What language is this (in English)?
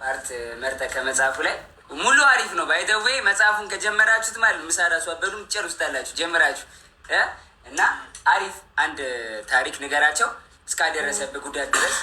Amharic